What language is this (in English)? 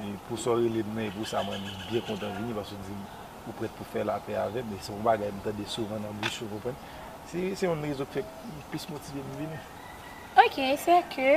Haitian Creole